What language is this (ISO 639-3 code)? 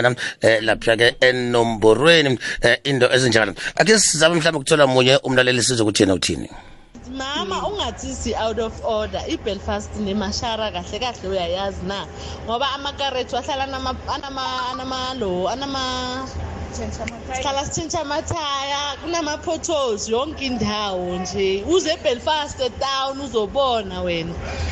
nbl